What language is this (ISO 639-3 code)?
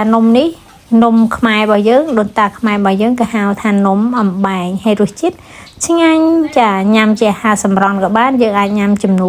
khm